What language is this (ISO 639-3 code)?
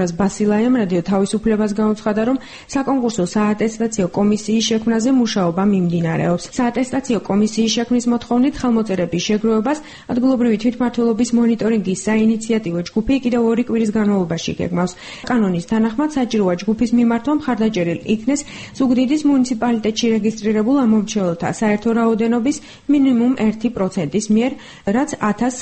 kat